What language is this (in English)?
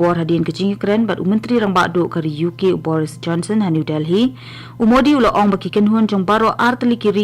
Khasi